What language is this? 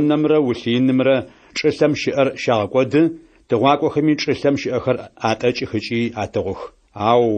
Adyghe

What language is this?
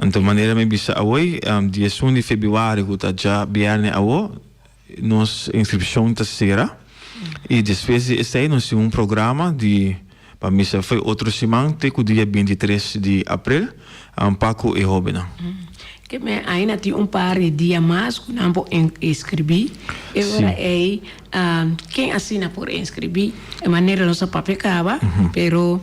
Papiamento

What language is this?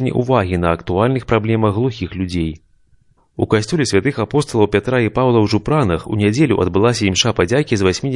Belarusian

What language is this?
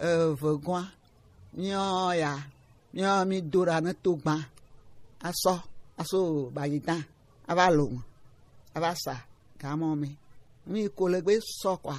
Gen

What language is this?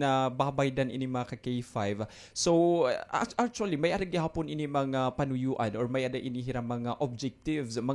Waray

